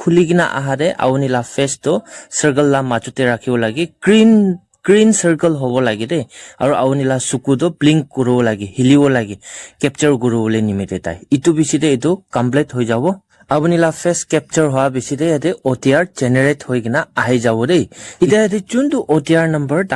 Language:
Naga Pidgin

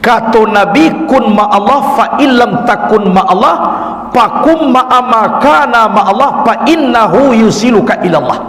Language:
Minangkabau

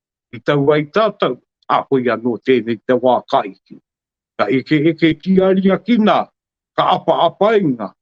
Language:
Māori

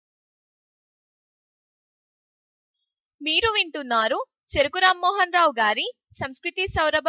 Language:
Telugu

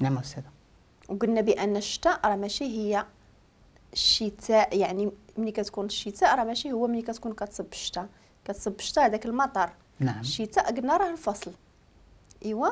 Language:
Moroccan Arabic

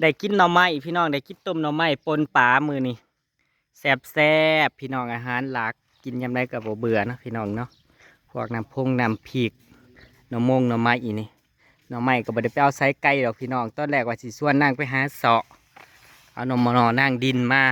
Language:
Northeastern Thai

